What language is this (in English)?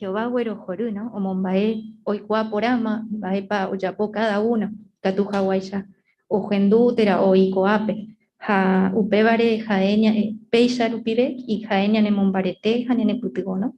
Guarani